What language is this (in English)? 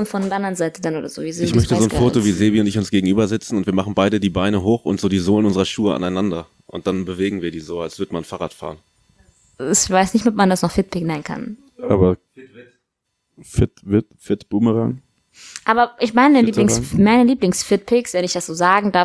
German